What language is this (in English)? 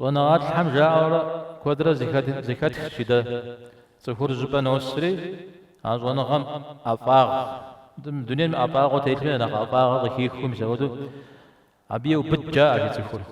Kabardian